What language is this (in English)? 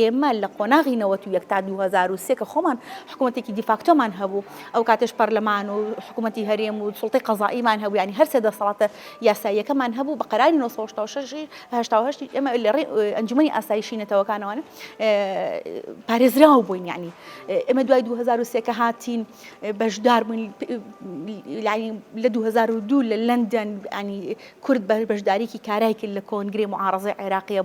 Central Kurdish